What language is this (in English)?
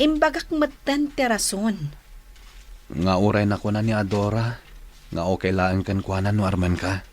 Iloko